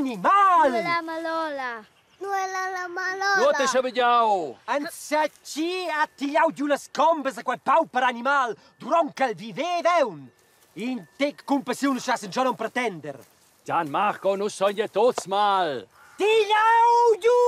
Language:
Romansh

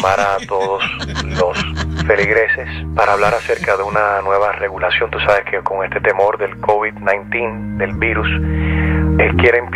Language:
Spanish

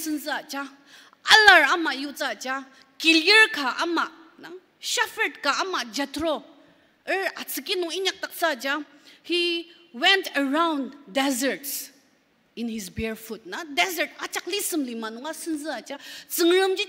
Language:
Ao Naga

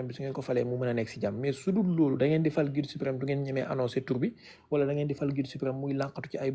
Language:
Wolof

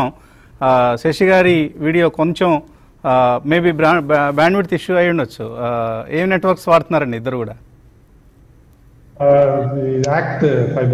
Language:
Telugu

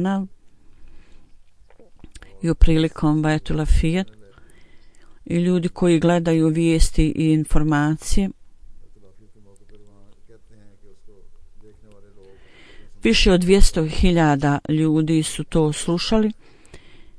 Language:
Bosnian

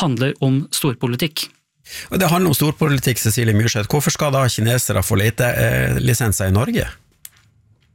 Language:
Norwegian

